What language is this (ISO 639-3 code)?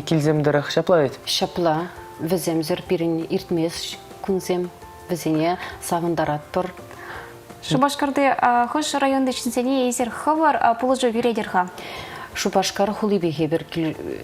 chv